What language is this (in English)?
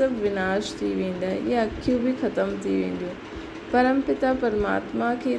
Sindhi